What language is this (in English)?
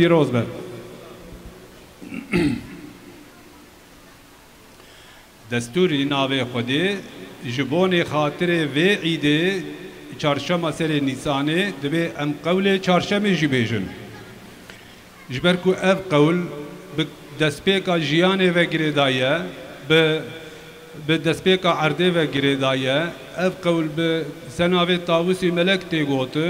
Kurdish